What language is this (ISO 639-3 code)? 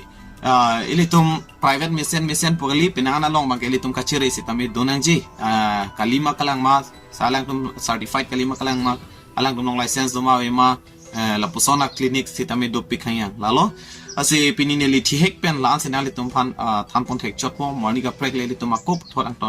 mjw